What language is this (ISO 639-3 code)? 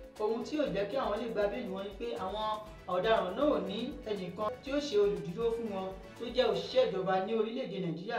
yor